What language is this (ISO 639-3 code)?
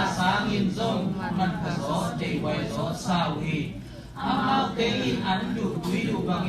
ctd